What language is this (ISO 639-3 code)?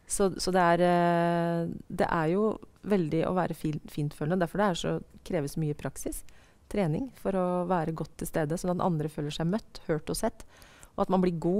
nor